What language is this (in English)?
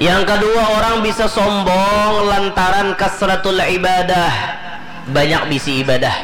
Banjar